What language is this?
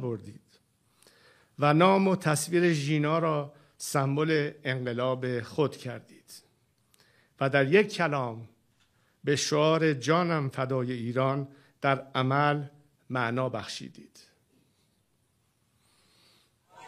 Persian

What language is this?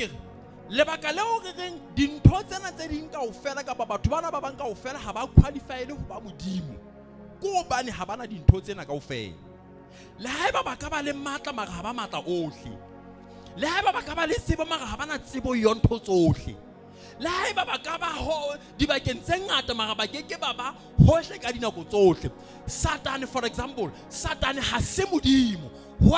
Southern Sotho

